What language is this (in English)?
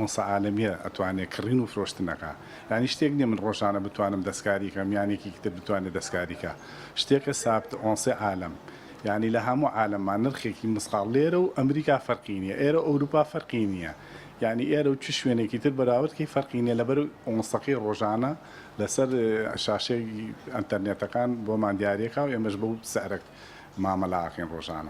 Central Kurdish